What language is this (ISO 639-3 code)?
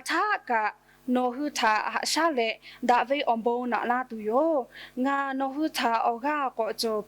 lhu